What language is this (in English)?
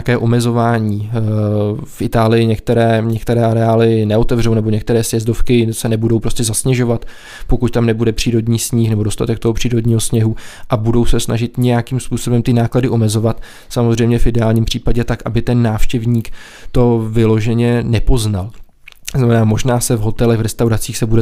Czech